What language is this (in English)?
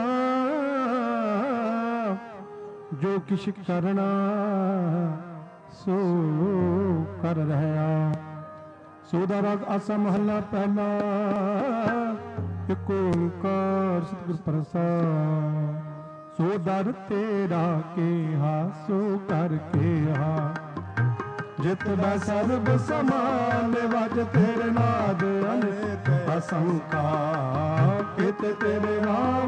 Punjabi